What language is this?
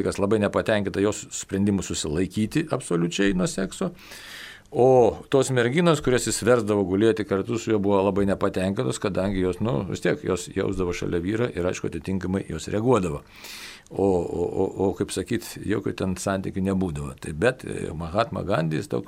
Lithuanian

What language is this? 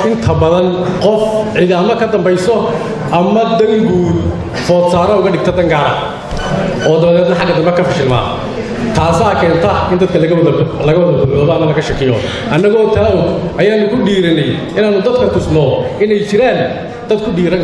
Somali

